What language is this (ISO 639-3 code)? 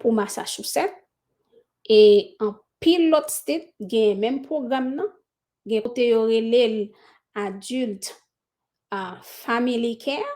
hat